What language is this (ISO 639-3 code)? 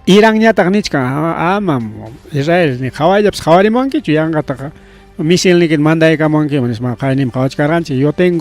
quy